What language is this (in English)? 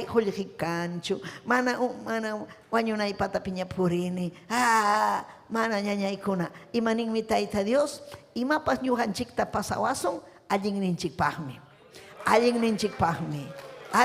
Ayacucho Quechua